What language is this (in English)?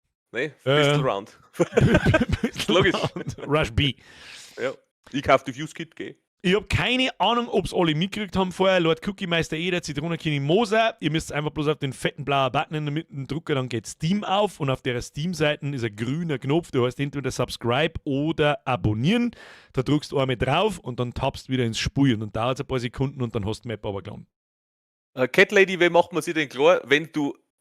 Bavarian